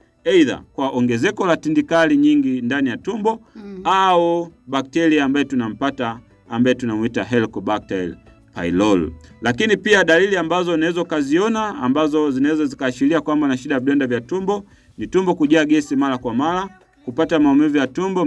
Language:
Swahili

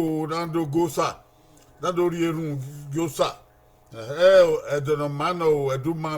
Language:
Bini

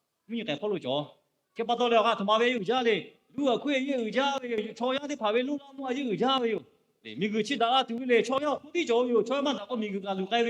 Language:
Lahu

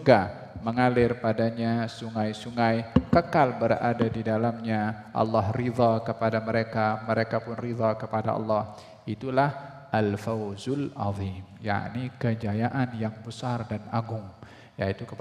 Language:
Malay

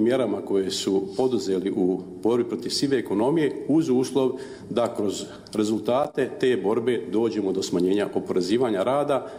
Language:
Bosnian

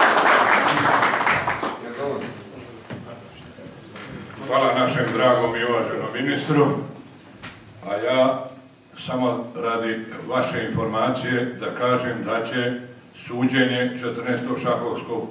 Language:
Croatian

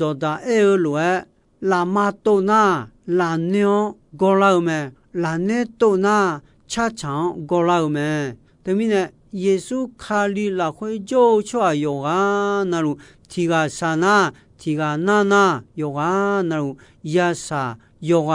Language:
Akha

